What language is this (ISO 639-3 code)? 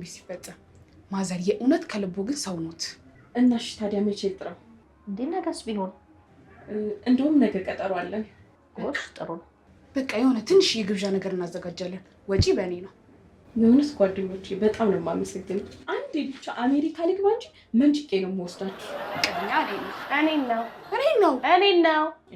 amh